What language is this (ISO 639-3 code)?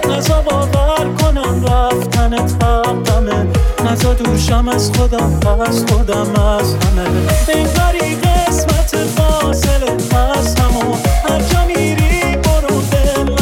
fas